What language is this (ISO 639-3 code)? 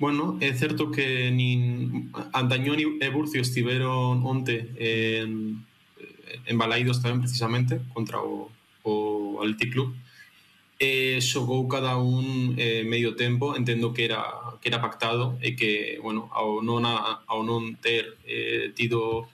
glg